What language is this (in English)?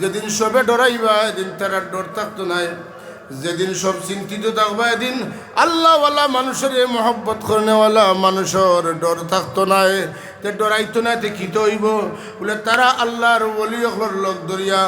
Sylheti